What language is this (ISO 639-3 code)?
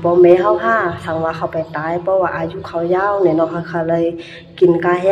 shn